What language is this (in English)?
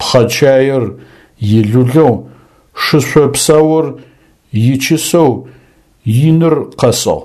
Adyghe